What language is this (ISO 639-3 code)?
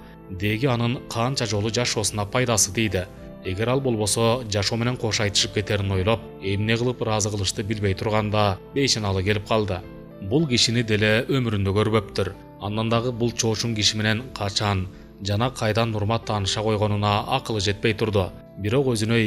kir